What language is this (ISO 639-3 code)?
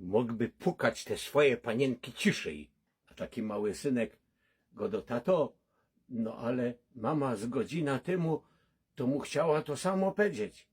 szl